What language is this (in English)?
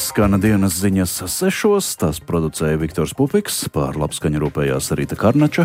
Latvian